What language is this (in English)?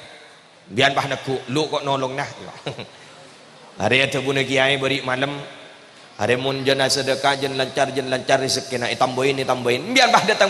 Madurese